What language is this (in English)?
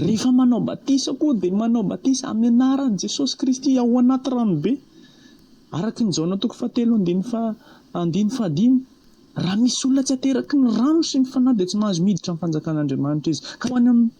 Malagasy